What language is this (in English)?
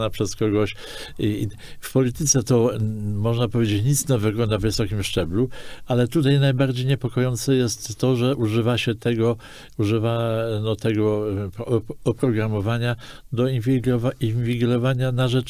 Polish